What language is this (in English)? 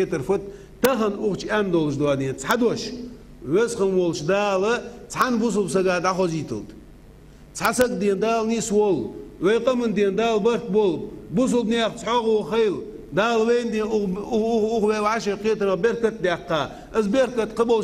Ingush